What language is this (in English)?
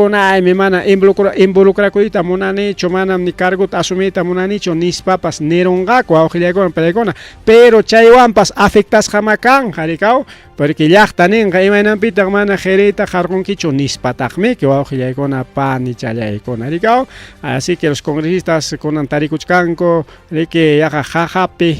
Ayacucho Quechua